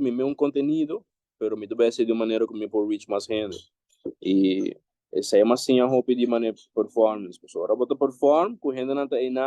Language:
Papiamento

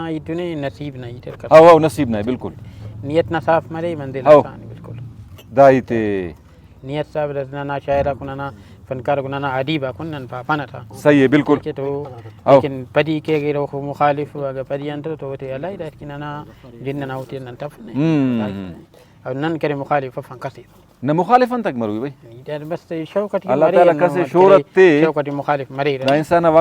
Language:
Brahui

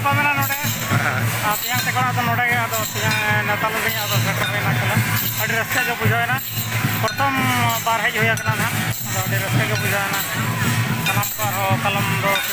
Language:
Santali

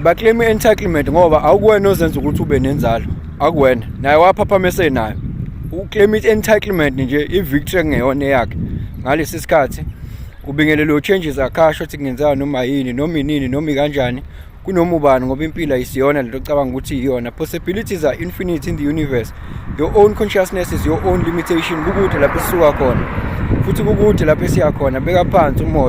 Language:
Zulu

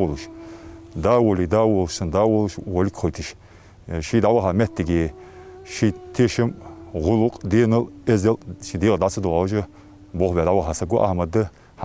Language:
Ingush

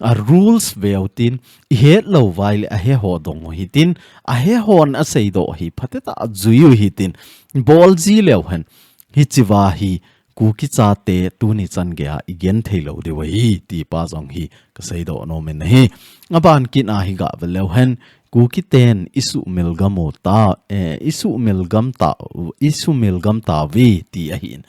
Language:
Thado Chin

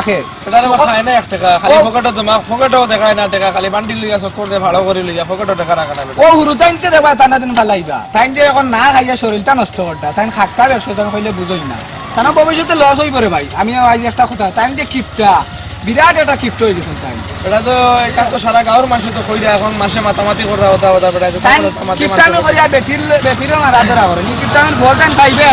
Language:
Sylheti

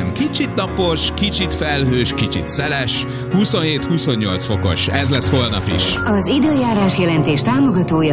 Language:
Hungarian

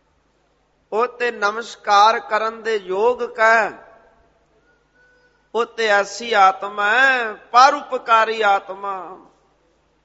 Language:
Punjabi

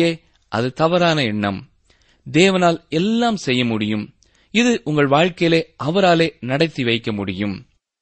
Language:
Tamil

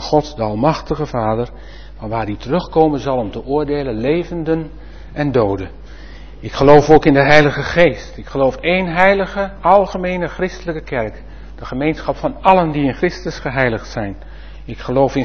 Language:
Dutch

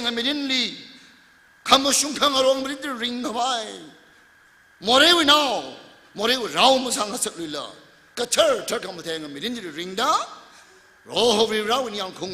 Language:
Tangkhul Naga (India)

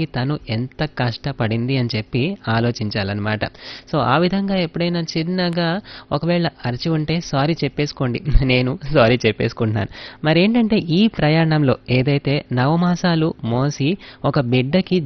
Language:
Telugu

